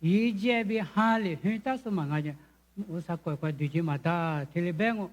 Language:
Lisu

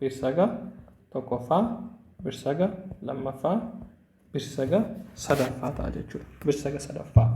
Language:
Oromo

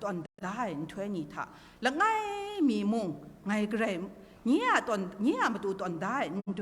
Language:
Kachin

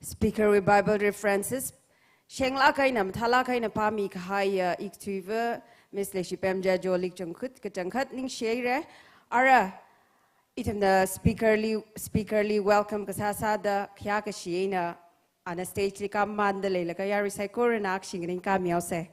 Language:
Tangkhul Naga (India)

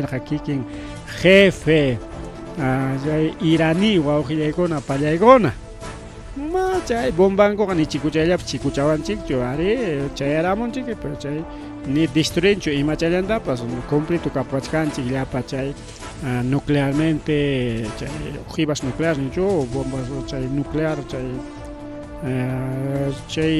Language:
Ayacucho Quechua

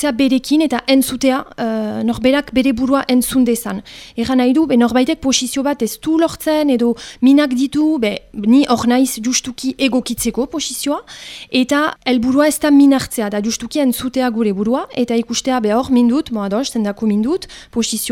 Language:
Basque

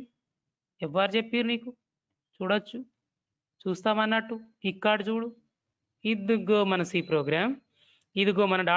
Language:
Telugu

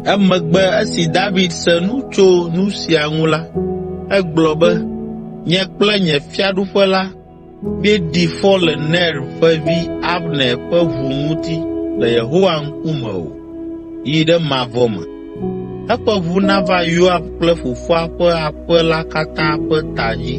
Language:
Ewe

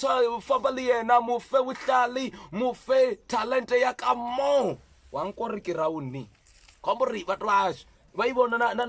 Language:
Venda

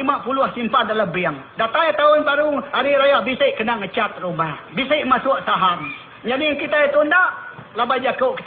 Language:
Iban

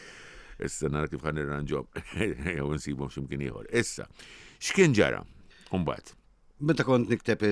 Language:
Maltese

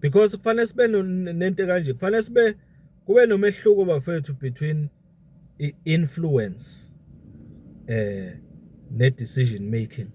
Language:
Zulu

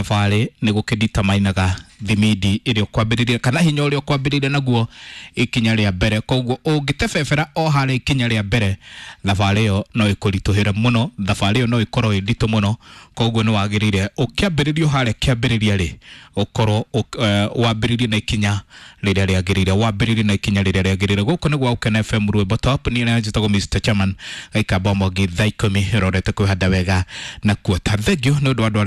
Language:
Kikuyu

